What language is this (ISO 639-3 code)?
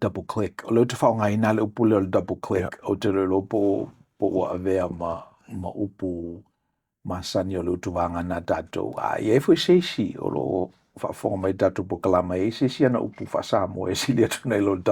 smo